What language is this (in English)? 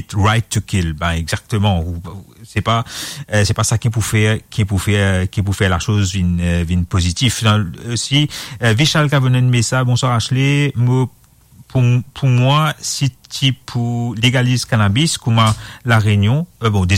Morisyen